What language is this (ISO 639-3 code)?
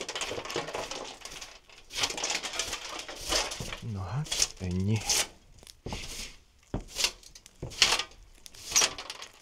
hun